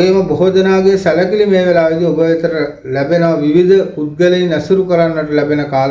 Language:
Sinhala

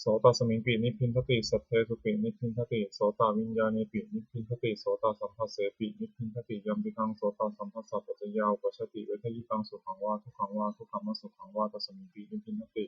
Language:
Pali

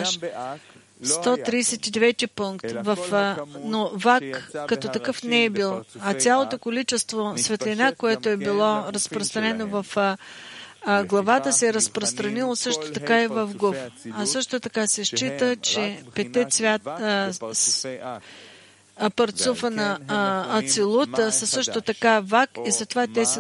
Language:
Bulgarian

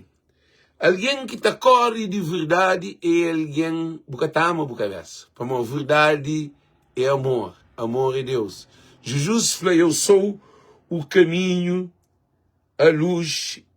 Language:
Kabuverdianu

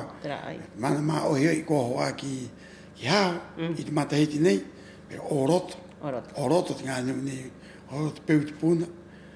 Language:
Rapanui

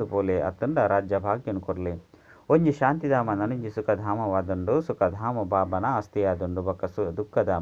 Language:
Tulu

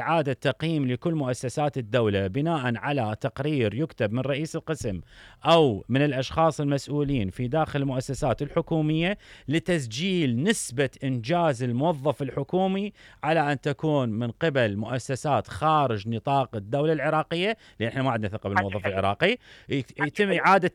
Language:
Mesopotamian Arabic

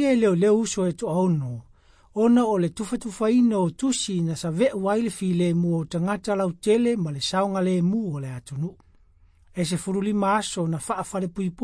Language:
Samoan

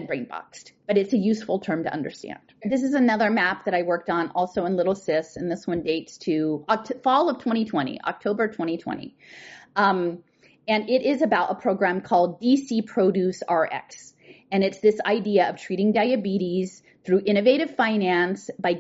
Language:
English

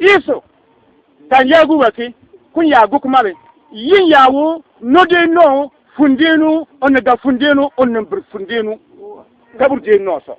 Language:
Bissa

